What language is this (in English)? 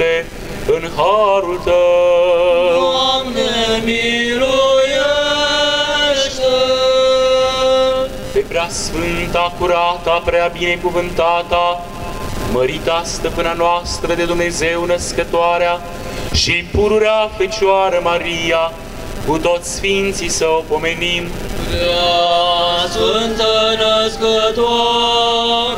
Romanian